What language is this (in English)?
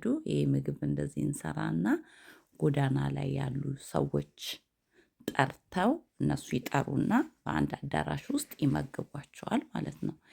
Amharic